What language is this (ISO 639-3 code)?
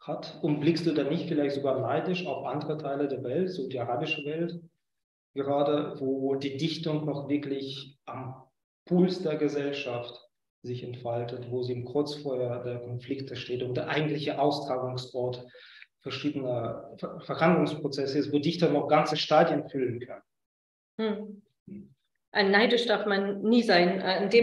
deu